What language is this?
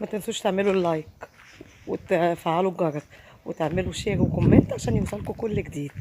Egyptian Arabic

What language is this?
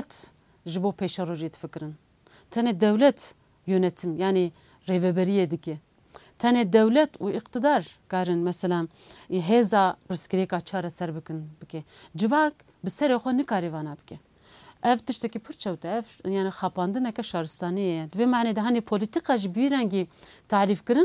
Kurdish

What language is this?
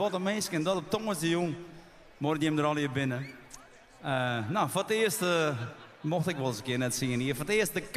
Western Frisian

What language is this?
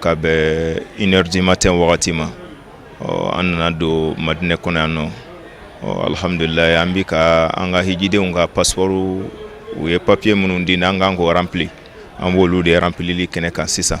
Bambara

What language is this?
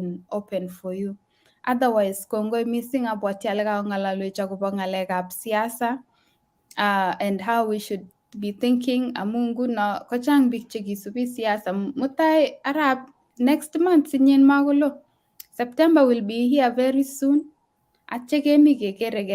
Kalenjin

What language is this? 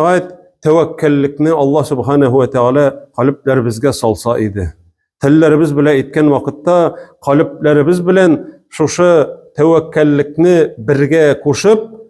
Tatar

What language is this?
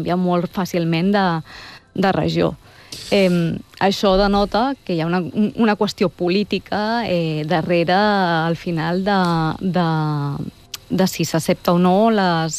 Catalan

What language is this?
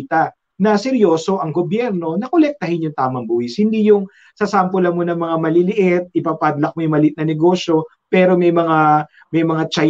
Filipino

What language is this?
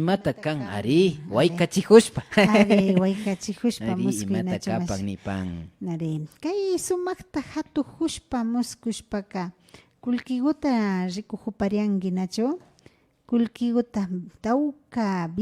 Imbabura Highland Quichua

